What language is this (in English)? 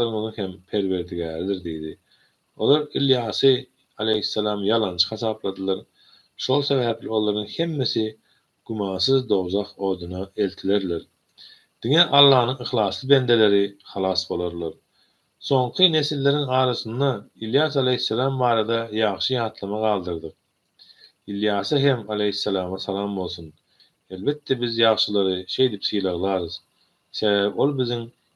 Turkmen